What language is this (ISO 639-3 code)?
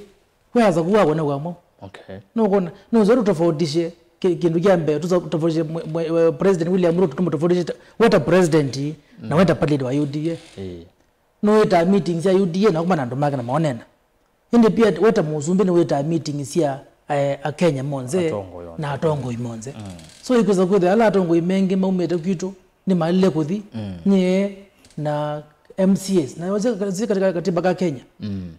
kam